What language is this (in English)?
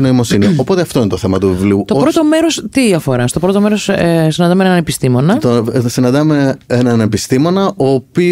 Greek